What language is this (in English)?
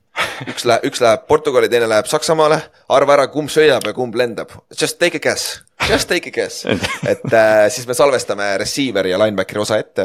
Estonian